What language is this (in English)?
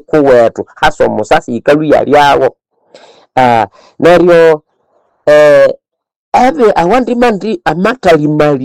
Nande